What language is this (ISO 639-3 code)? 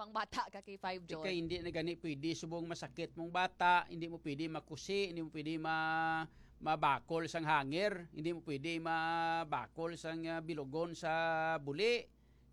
hil